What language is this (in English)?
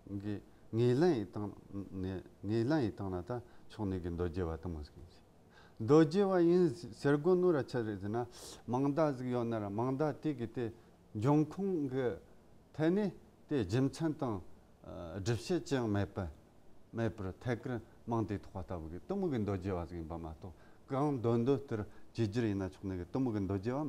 Tibetan